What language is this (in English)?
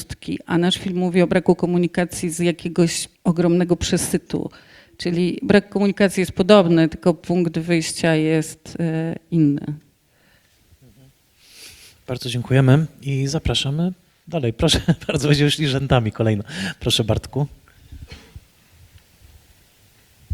Polish